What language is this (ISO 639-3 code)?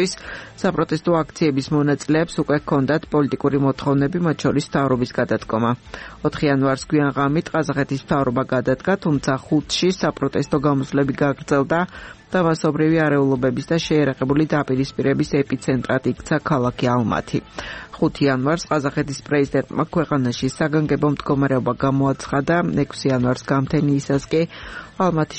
kat